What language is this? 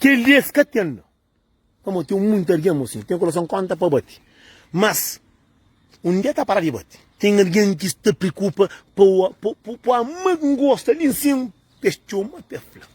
Kabuverdianu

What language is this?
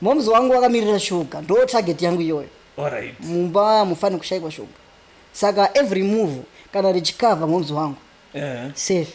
Shona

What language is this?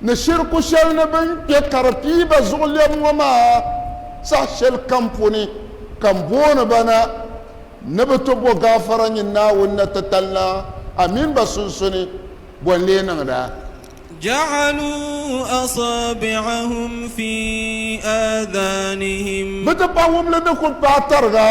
Dagbani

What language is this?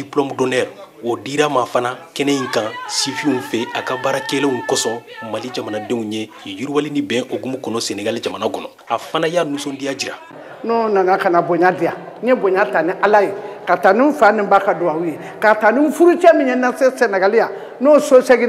Bambara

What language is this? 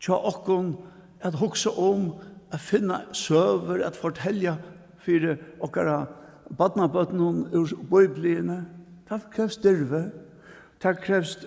Faroese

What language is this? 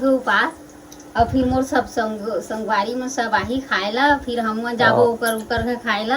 Chhattisgarhi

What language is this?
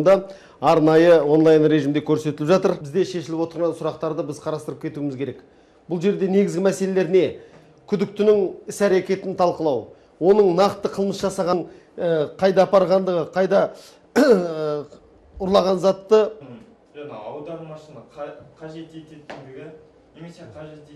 Kazakh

